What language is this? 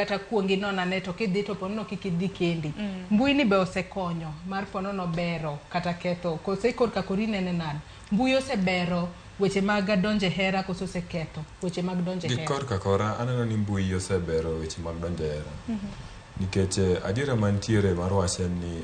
Luo (Kenya and Tanzania)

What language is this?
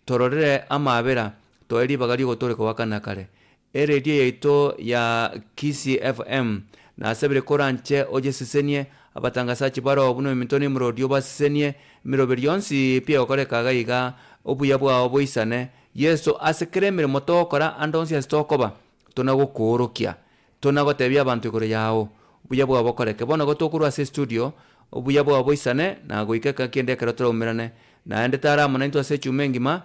Gusii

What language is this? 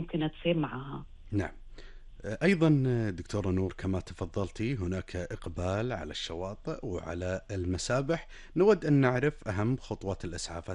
Arabic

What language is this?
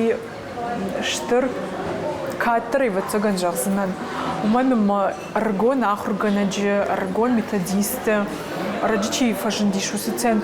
Ossetic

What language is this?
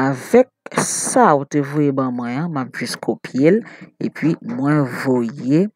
Haitian Creole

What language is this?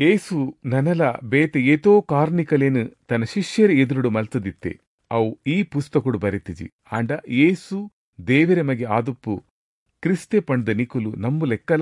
Tulu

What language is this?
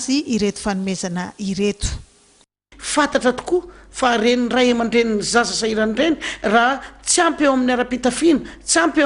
Malagasy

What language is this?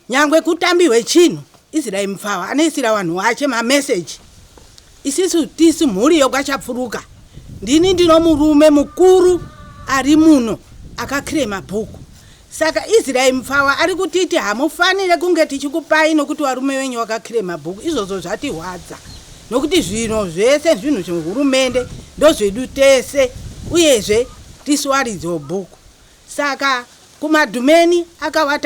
Shona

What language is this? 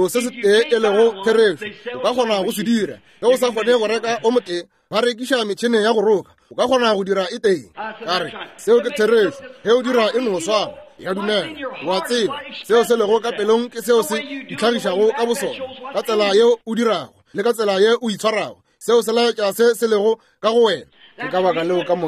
Northern Sotho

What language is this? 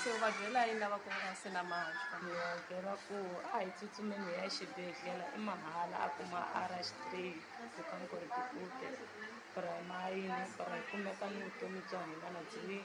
Tsonga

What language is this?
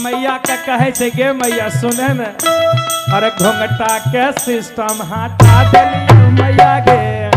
Magahi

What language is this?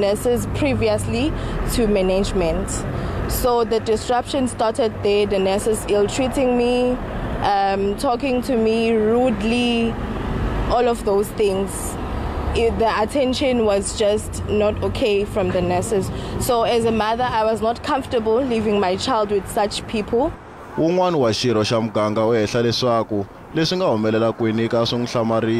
Tsonga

